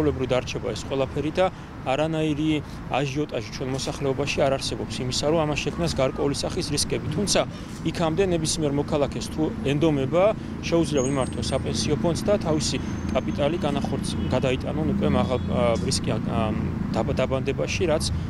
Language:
Georgian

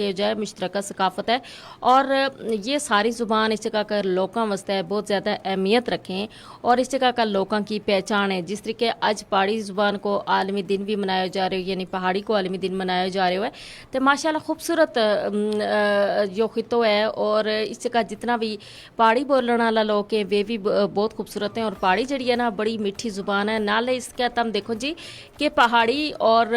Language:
Gujari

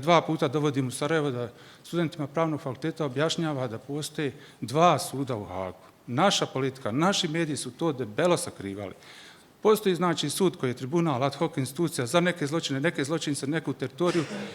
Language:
Bosnian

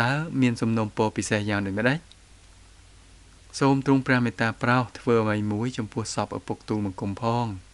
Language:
Khmer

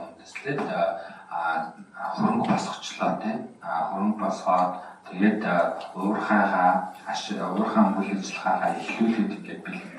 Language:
Mongolian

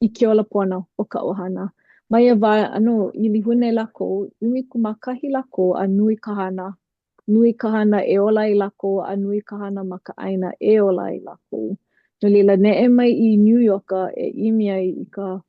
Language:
Hawaiian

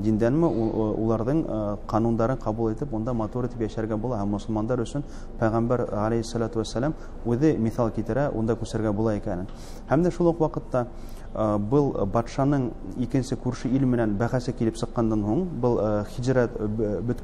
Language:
Bashkir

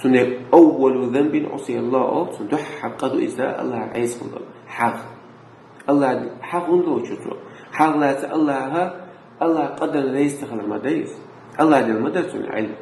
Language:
Chechen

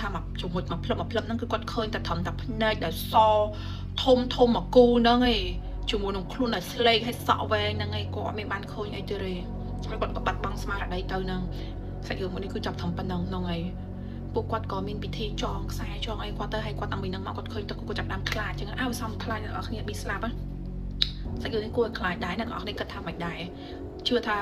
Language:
Khmer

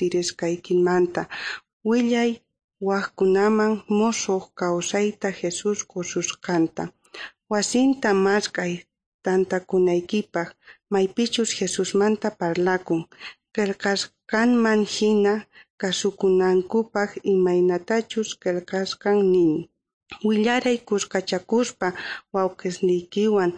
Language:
South Bolivian Quechua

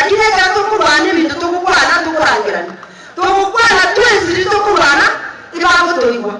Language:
Gusii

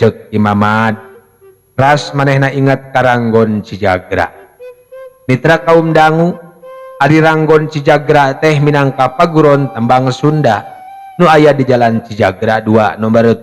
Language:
Sundanese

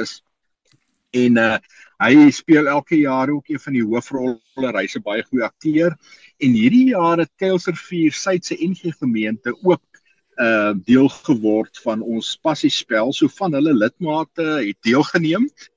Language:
Afrikaans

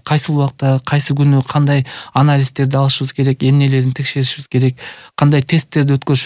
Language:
Kyrgyz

